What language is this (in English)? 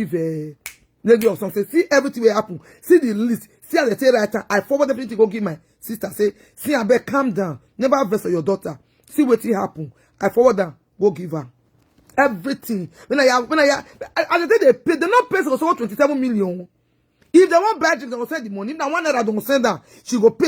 Nigerian Pidgin